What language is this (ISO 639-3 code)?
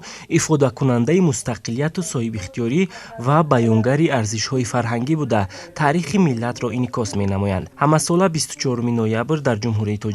tgk